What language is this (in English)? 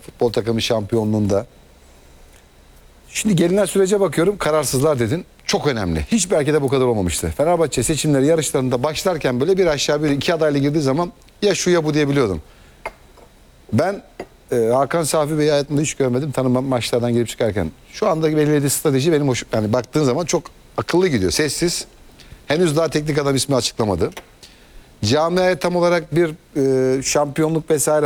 Turkish